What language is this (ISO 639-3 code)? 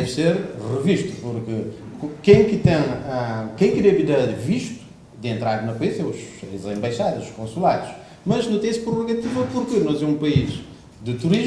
kea